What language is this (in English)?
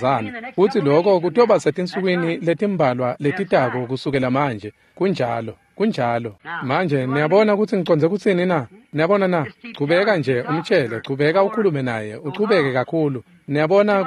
Swati